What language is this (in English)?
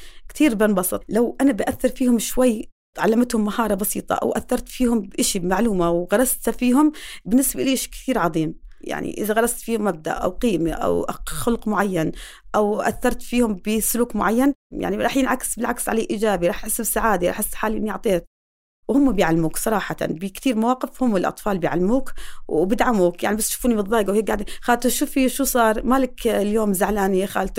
North Levantine Arabic